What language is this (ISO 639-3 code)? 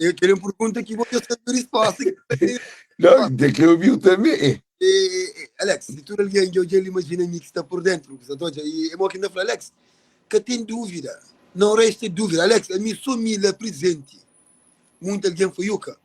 kea